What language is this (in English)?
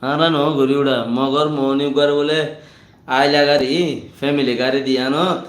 Rohingya